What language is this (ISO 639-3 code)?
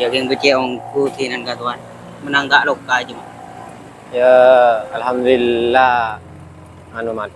mad